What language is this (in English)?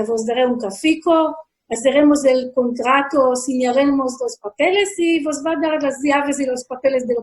Ladino